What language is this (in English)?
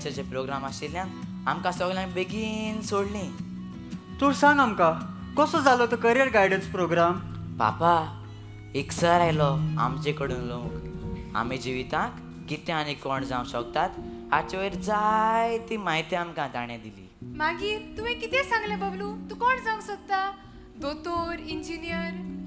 Konkani